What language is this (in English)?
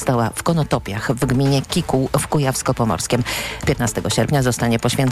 Polish